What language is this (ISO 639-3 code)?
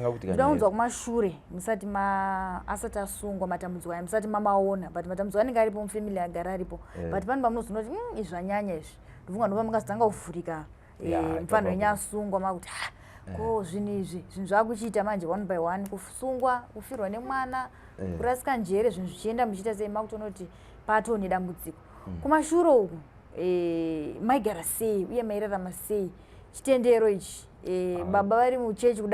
sna